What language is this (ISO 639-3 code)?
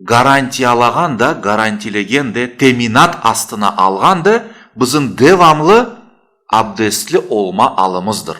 crh